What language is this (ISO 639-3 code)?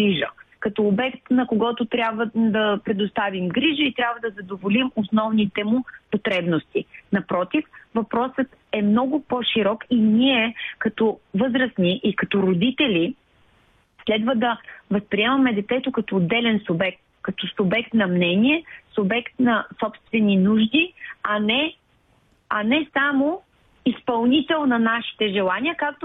bul